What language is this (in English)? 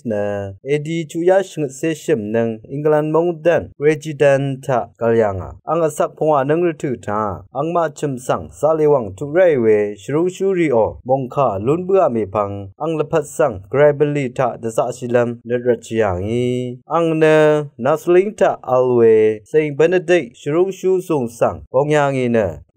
Rawang